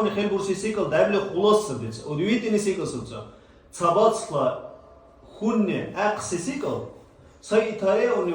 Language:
Dargwa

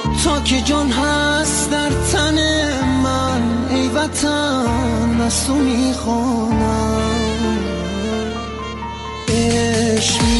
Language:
Persian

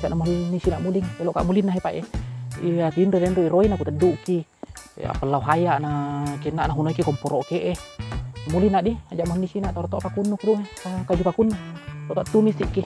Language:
Buginese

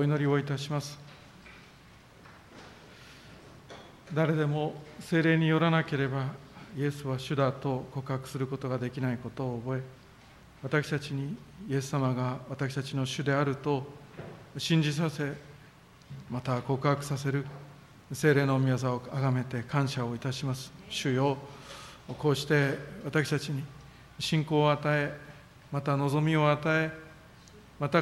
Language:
Japanese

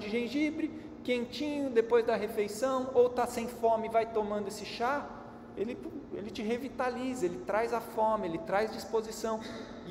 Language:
Portuguese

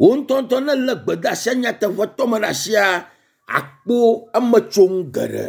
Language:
Ewe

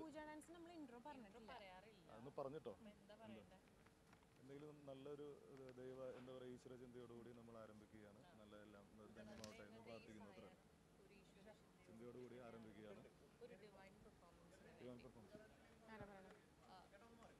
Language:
Malayalam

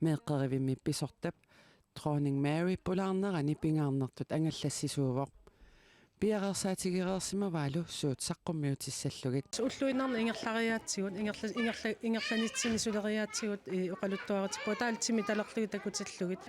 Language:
Kalaallisut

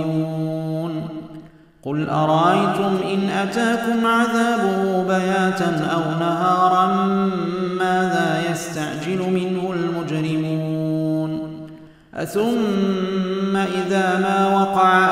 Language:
Arabic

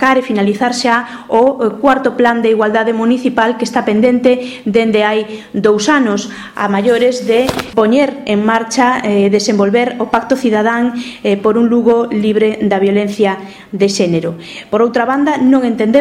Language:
Galician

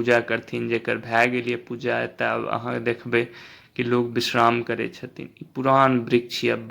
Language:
Maithili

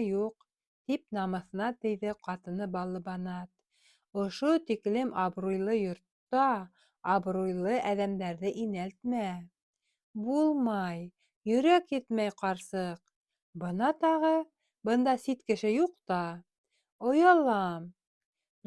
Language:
Bashkir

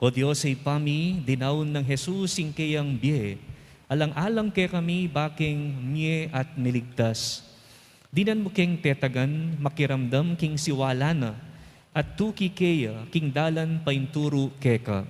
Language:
Pampanga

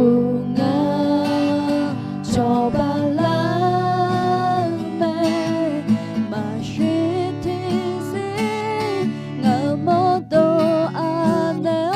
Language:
Akha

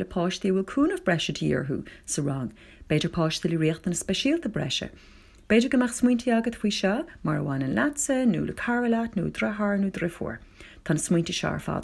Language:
Irish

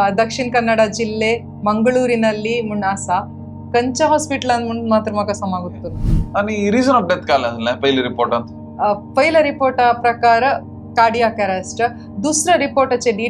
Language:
Konkani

